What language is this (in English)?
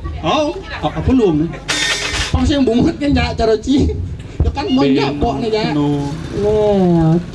Balinese